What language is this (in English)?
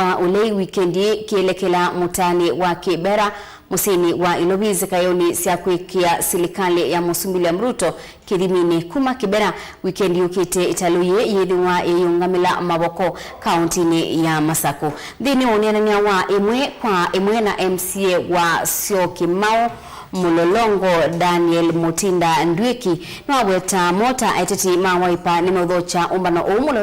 Kamba